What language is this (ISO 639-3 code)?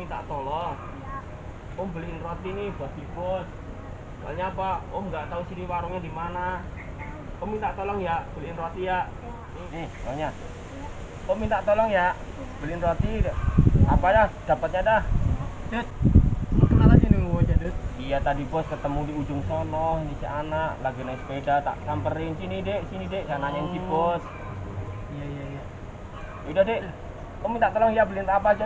bew